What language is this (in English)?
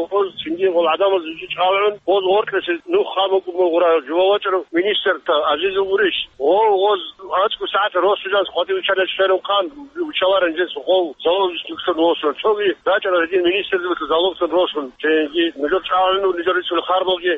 Avaric